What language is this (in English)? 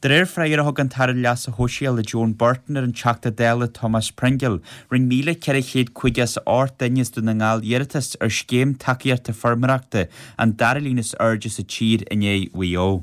Irish